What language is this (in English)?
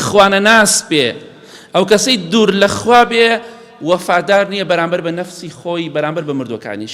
Central Kurdish